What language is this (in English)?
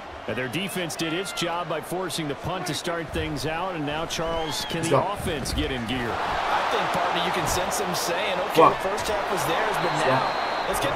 English